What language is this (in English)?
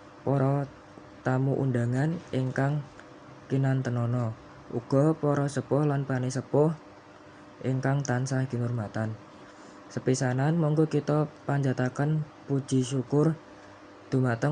Javanese